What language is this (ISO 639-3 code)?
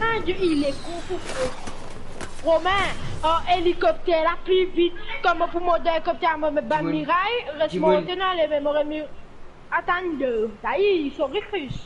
mfe